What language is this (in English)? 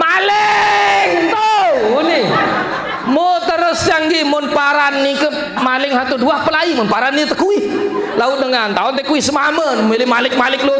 Sasak